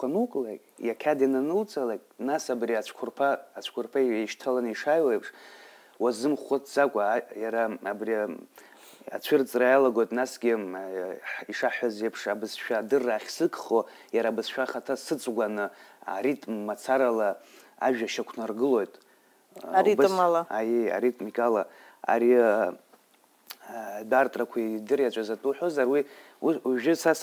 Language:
Abkhazian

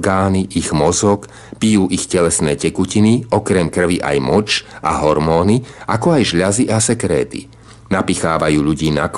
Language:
Slovak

